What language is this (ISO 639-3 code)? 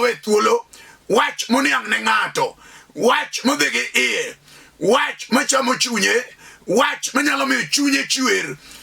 luo